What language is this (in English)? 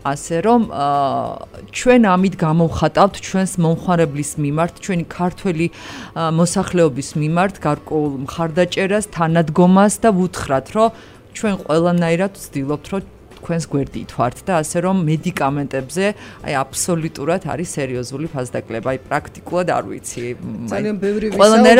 Georgian